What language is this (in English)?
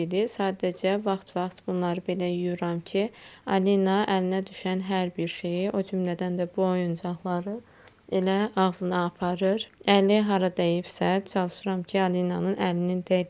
Azerbaijani